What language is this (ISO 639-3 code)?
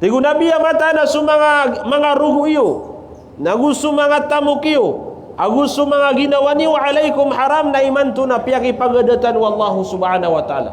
mrw